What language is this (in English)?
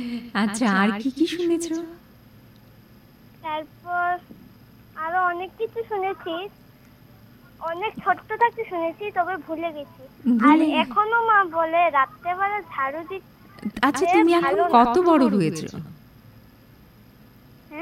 Bangla